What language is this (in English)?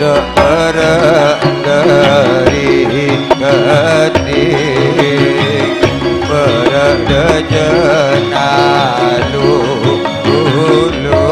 Madurese